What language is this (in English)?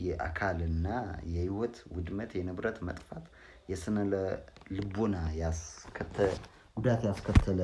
Amharic